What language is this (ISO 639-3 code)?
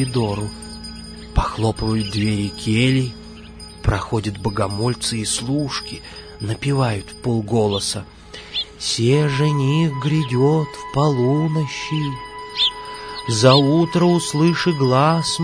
rus